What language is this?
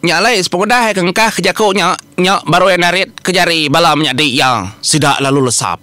Iban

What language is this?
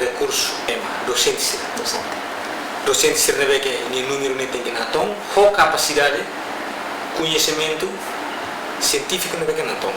Tetum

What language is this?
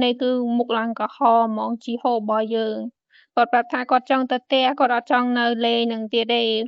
Khmer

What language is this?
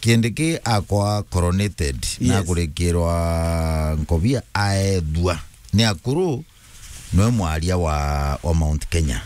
Meru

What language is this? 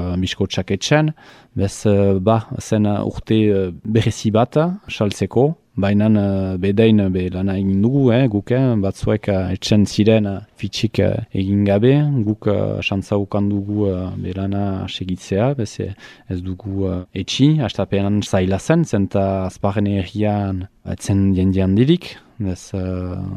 Basque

